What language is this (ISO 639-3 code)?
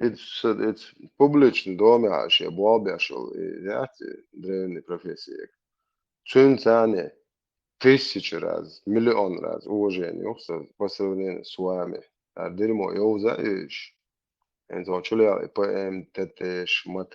che